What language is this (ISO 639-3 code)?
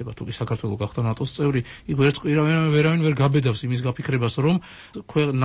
kat